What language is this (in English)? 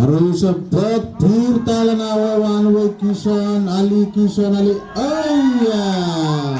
Pohnpeian